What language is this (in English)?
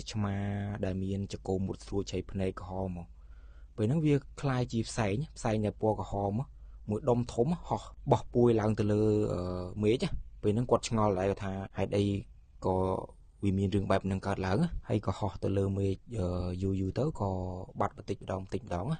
Khmer